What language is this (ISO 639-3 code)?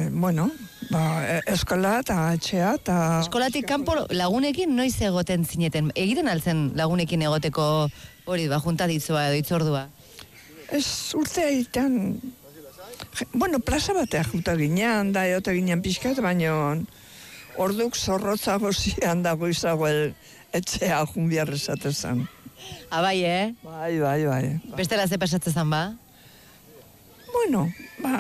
eus